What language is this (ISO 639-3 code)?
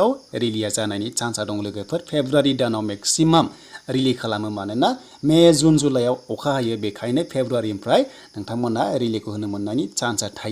brx